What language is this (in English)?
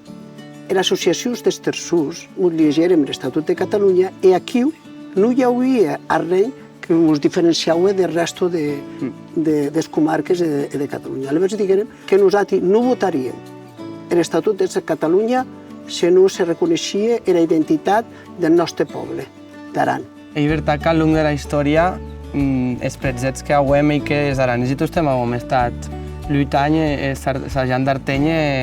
Occitan